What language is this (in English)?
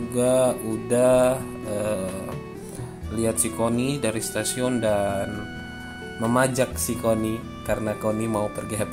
Indonesian